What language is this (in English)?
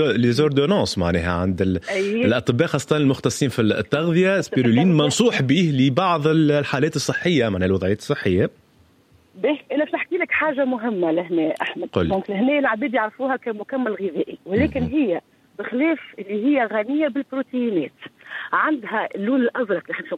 Tunisian Arabic